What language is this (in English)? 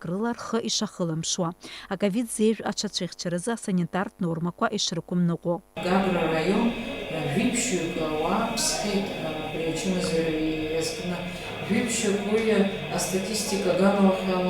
Abkhazian